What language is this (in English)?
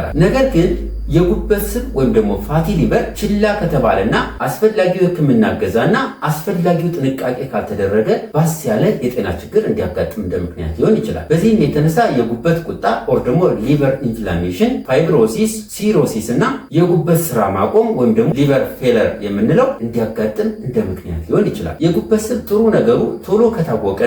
Amharic